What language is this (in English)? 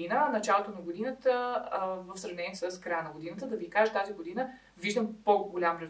Bulgarian